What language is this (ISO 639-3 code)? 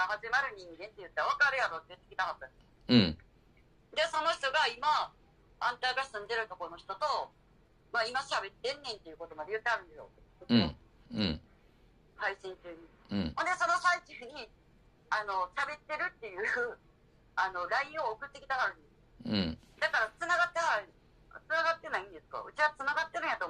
jpn